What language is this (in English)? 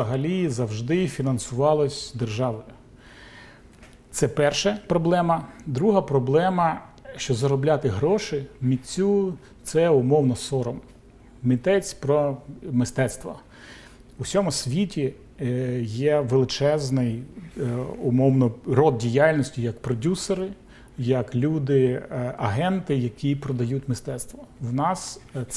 Ukrainian